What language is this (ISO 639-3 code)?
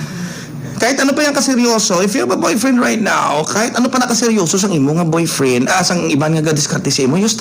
hil